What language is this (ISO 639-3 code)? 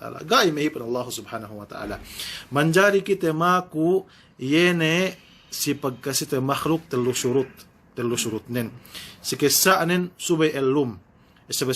yka